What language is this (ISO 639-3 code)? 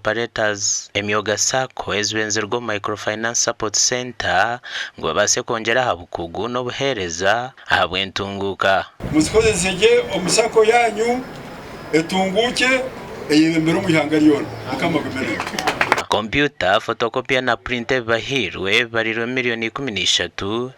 nyn